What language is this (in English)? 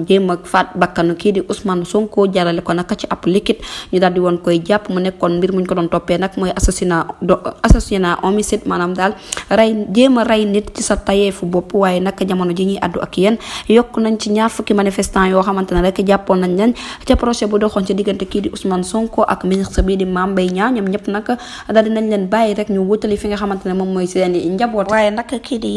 Wolof